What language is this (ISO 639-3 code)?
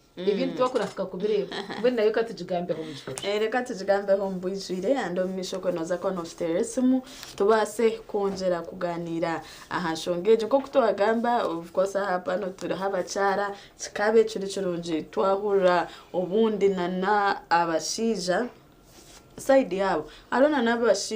nyn